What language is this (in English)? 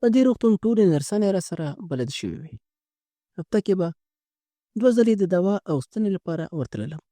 Pashto